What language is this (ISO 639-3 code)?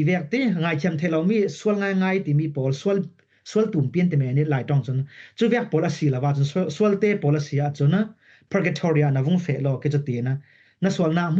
cfm